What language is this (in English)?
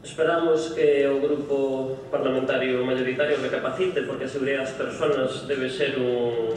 Galician